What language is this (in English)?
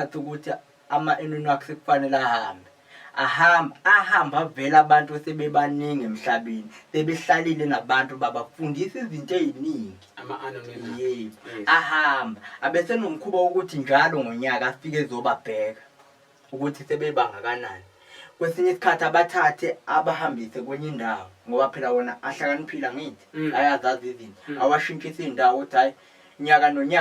Zulu